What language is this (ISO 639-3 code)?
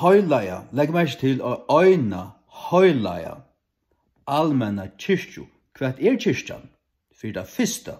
fao